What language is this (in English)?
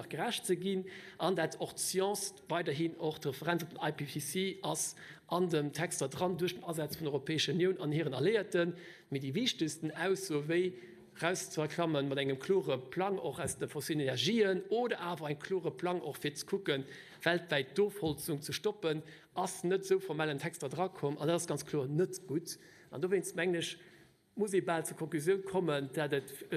Luxembourgish